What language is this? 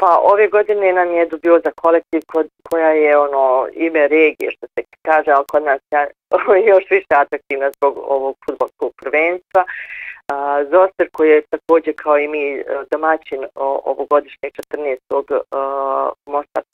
Bosnian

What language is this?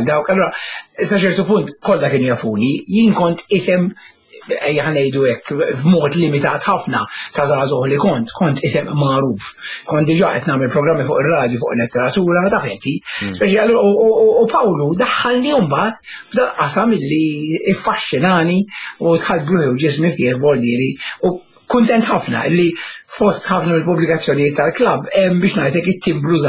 Maltese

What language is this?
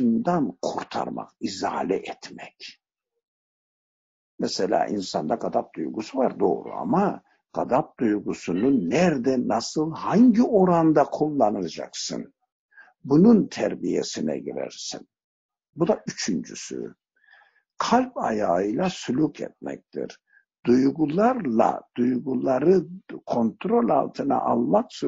Turkish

